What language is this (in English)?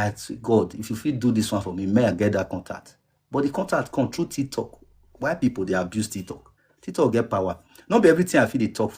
Nigerian Pidgin